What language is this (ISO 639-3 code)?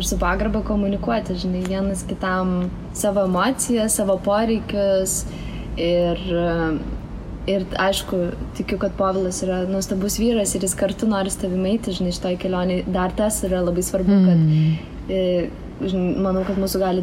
lit